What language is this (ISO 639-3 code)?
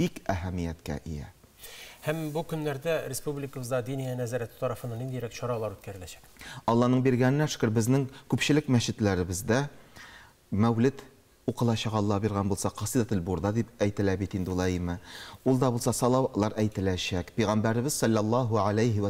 tat